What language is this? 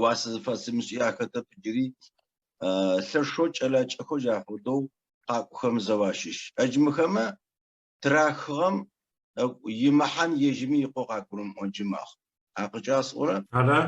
Adyghe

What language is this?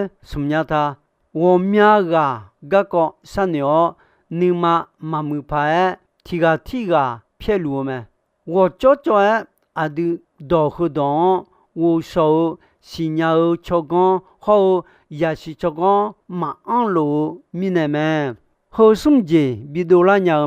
Akha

